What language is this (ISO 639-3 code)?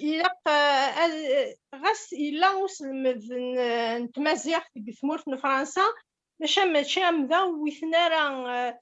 kab